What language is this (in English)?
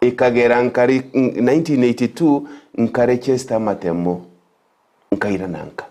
Gusii